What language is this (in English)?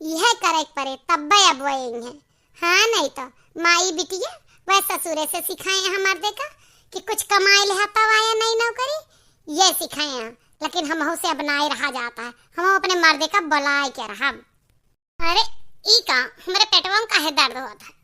Awadhi